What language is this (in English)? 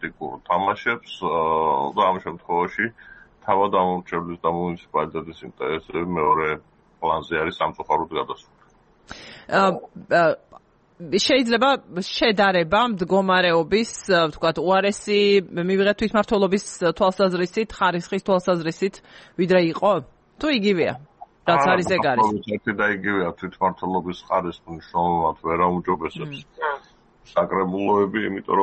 Georgian